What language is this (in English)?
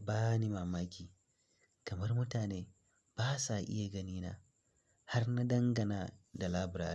Hausa